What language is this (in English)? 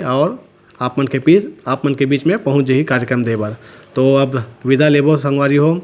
Chhattisgarhi